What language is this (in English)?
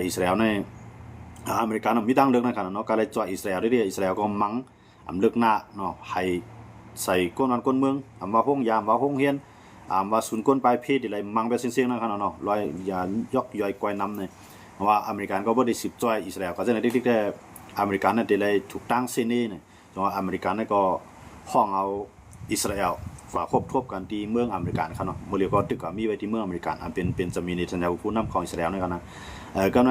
Shan